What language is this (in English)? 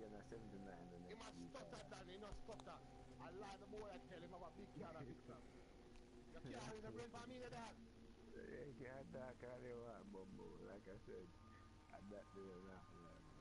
Jamaican Creole English